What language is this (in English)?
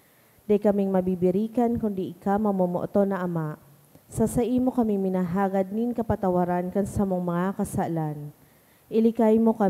Bikol